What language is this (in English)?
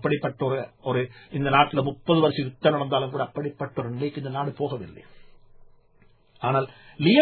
Tamil